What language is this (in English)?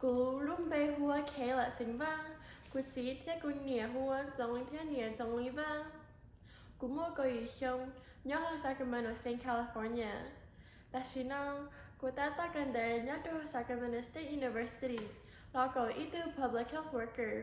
Hmong